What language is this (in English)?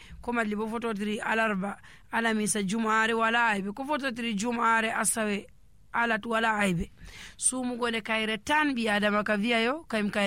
Nigerian Fulfulde